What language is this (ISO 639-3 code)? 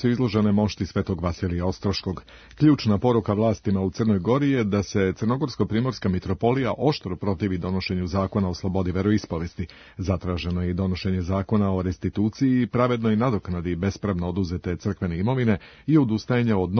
srp